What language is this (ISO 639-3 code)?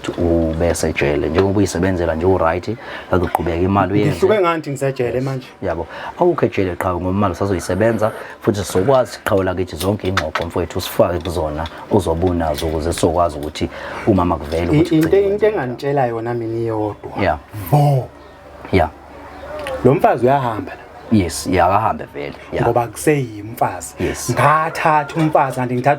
zul